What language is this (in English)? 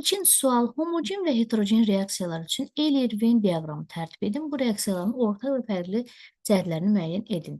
Azerbaijani